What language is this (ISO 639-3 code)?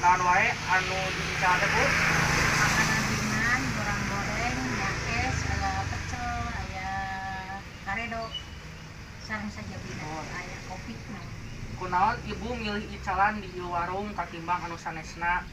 sun